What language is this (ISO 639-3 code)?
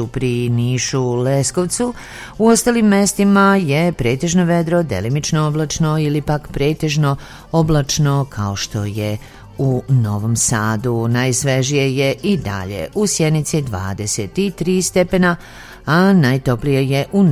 srp